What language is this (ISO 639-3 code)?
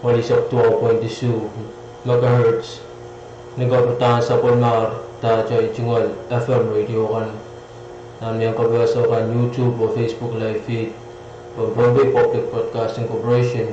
pon